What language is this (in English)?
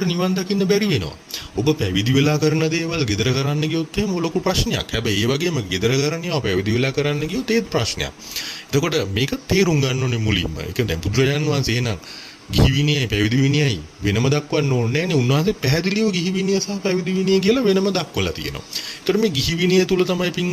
Sinhala